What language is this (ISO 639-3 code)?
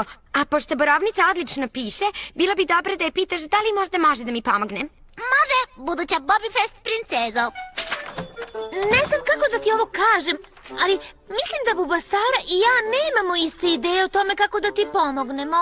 srp